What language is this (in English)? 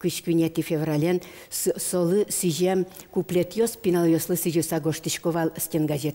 Udmurt